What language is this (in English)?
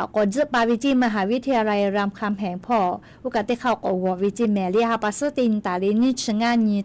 Lahu